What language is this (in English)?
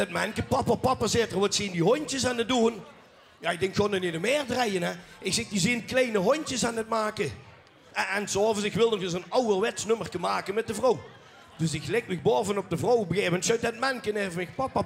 Limburgish